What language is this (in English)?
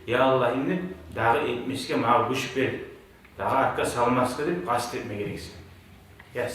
Kumyk